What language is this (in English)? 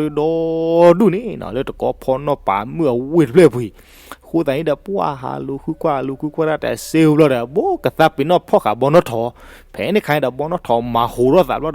S'gaw Karen